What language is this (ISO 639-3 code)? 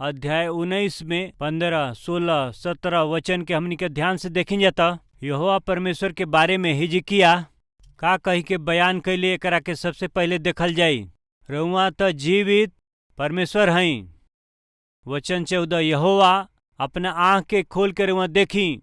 bho